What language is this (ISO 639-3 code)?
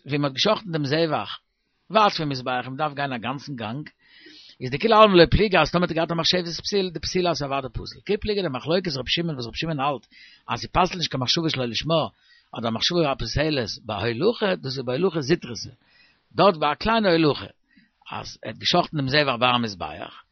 yid